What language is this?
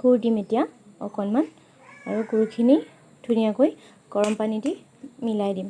Assamese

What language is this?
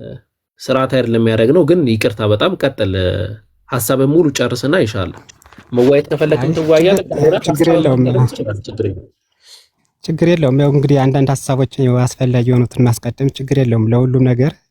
Amharic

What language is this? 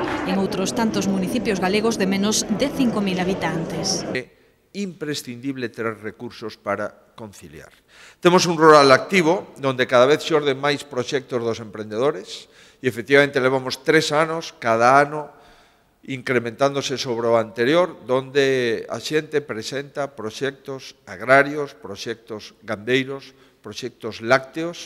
Galician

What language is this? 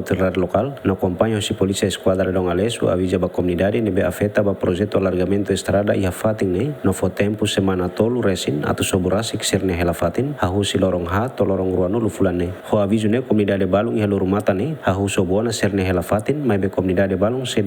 Tetum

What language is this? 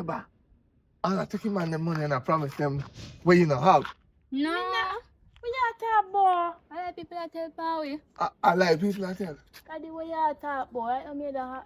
Jamaican Creole English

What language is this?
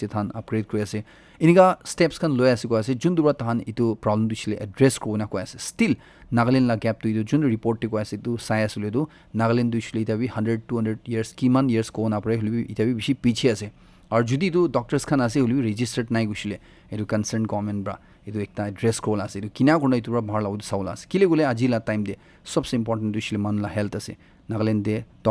Naga Pidgin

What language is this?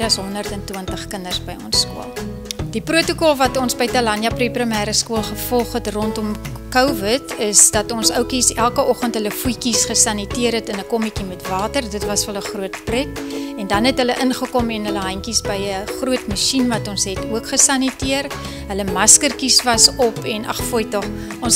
Afrikaans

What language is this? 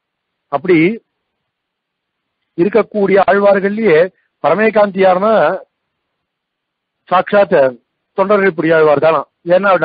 Tamil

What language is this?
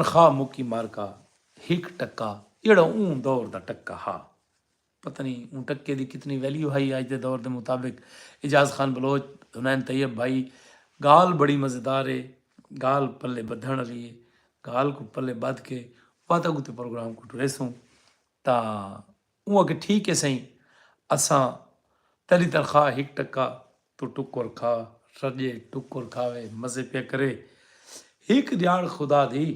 Saraiki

